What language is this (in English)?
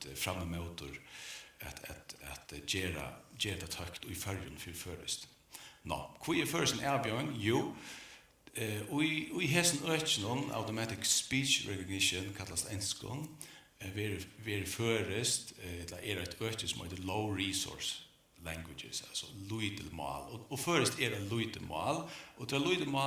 Faroese